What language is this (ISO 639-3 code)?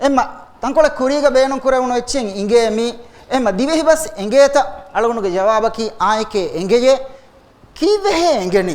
div